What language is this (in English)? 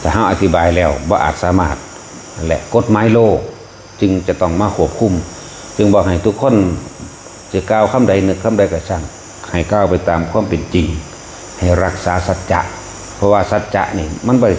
Northeastern Thai